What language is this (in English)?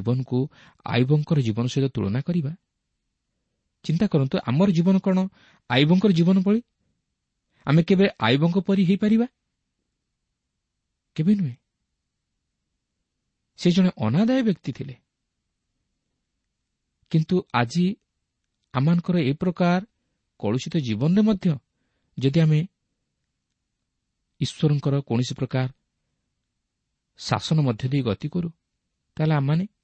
Odia